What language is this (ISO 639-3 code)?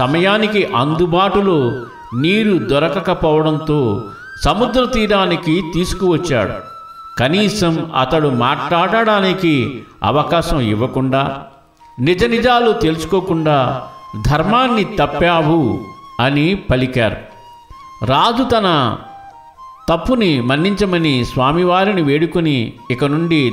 tel